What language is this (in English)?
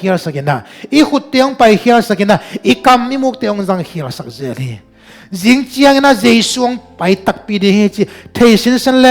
Tedim Chin